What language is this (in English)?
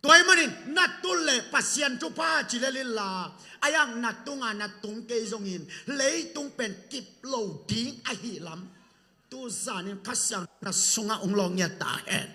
Tedim Chin